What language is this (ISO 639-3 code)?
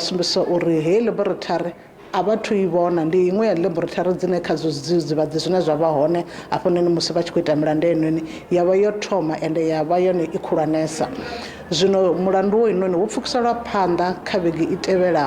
ven